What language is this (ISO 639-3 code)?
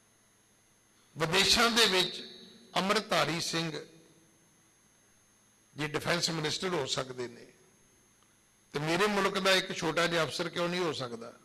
pan